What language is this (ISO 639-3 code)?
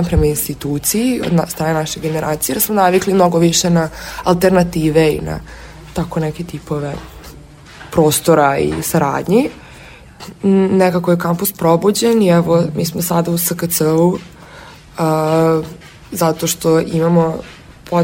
srp